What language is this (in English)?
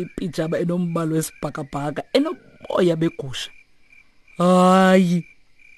Xhosa